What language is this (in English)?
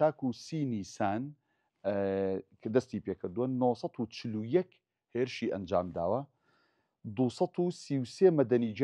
Central Kurdish